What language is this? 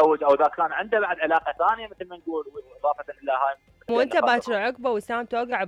Mesopotamian Arabic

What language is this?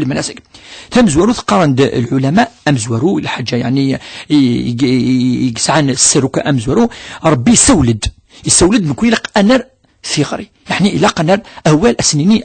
Kabyle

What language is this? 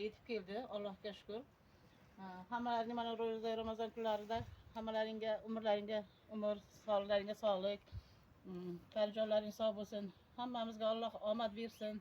Uzbek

